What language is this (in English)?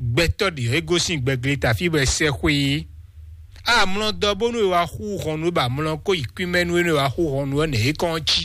Fon